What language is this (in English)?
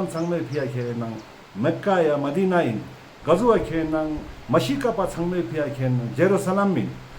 Ladakhi